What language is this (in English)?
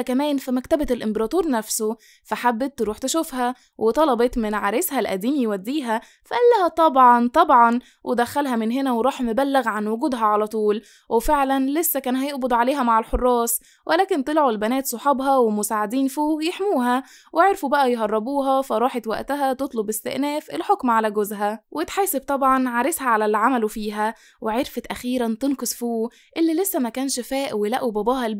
Egyptian Arabic